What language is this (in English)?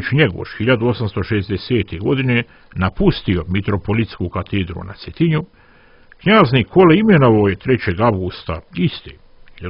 Serbian